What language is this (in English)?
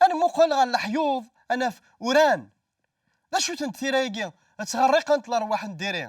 Kabyle